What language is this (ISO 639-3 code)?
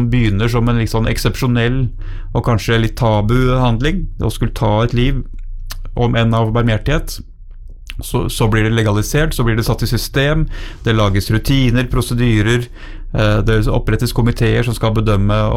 nor